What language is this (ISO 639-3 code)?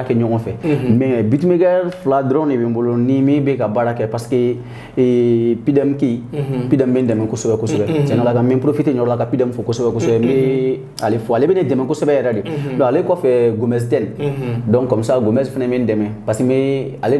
bam